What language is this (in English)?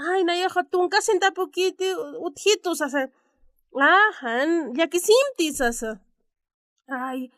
Aymara